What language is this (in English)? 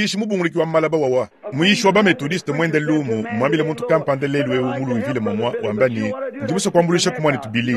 Luba-Lulua